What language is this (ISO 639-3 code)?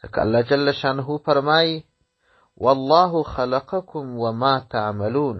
pus